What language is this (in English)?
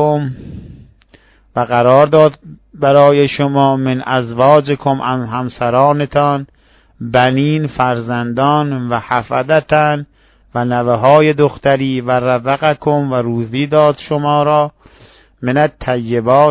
Persian